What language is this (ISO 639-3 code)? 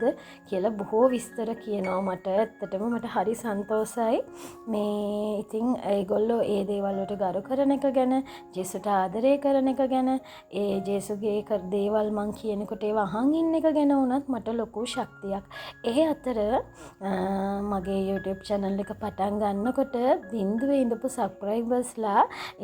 sin